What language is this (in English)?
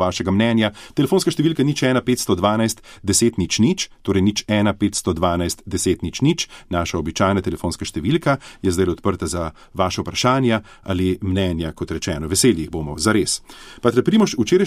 Slovenian